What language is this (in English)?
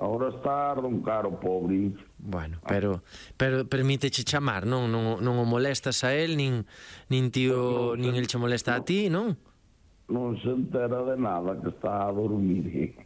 Galician